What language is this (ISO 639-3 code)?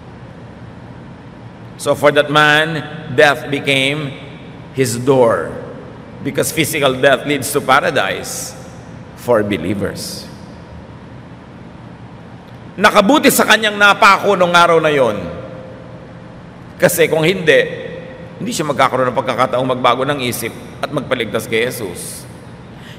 fil